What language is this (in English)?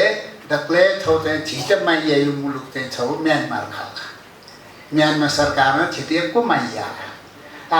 Newari